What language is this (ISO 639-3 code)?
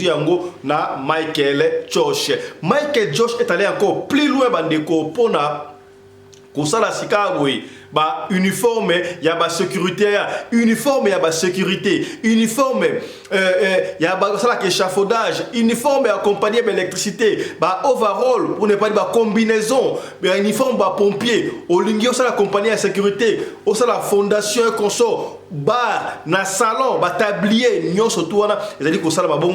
lin